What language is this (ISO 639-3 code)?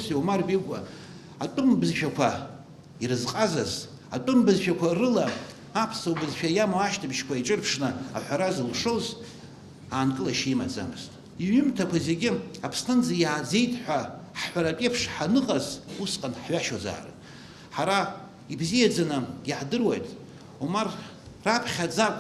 abk